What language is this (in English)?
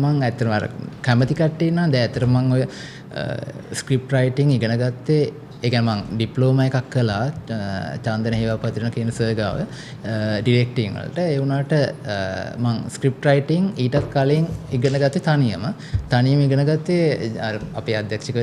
Sinhala